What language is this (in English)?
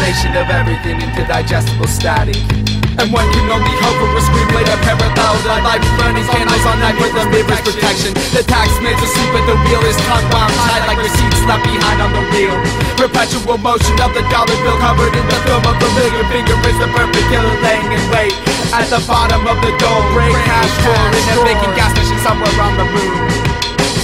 English